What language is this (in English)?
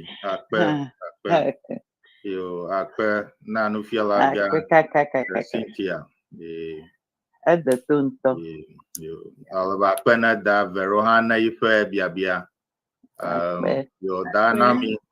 Ewe